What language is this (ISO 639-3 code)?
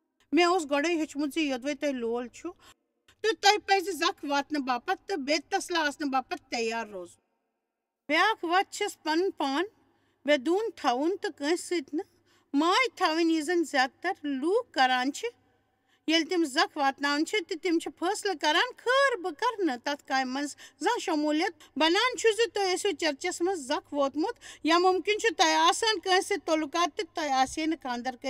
kas